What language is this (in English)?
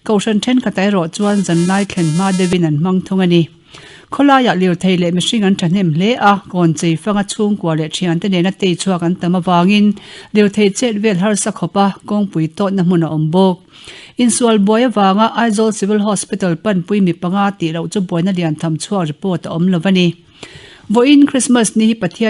Mizo